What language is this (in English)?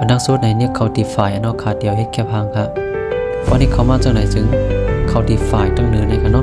Shan